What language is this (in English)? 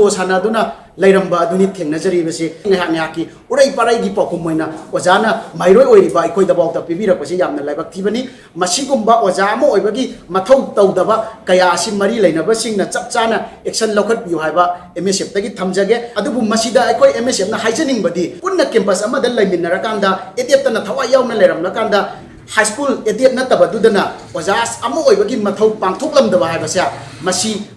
Manipuri